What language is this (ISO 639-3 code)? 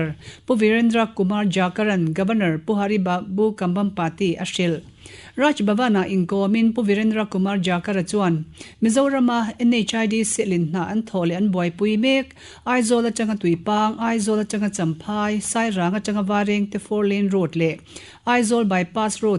lus